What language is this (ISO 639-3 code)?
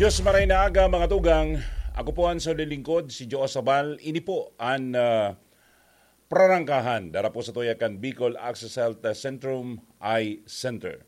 bik